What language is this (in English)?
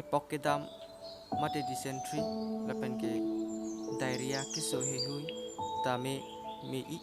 Karbi